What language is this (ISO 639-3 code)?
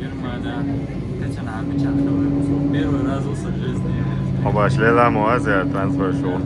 che